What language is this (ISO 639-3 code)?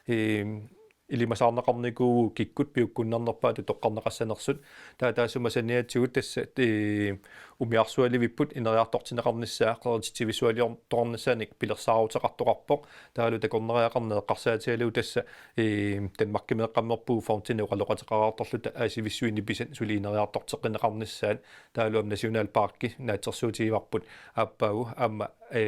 kal